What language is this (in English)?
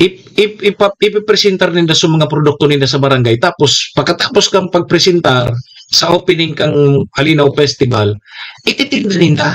Bikol